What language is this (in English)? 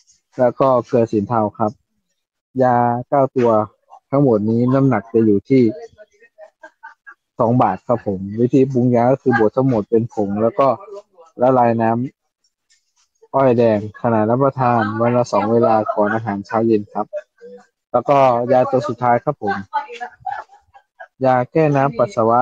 Thai